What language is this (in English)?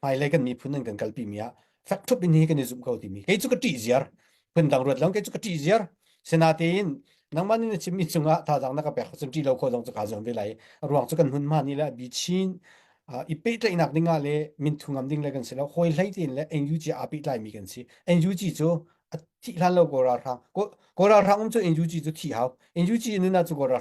Hakha Chin